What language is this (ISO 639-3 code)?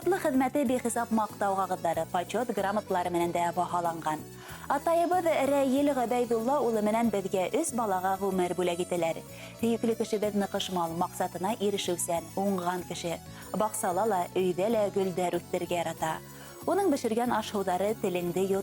bak